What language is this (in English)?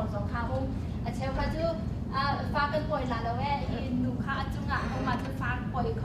Hakha Chin